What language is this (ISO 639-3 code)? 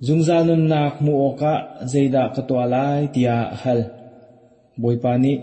cnh